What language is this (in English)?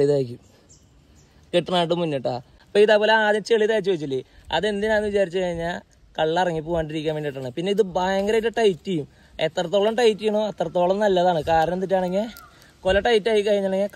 Malayalam